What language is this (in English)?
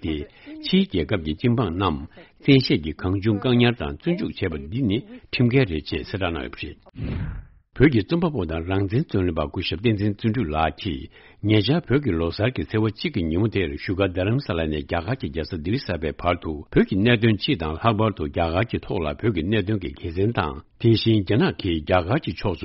Tibetan